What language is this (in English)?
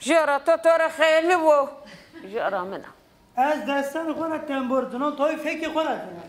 Zaza